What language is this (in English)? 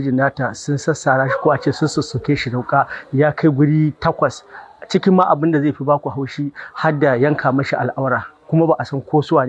Hausa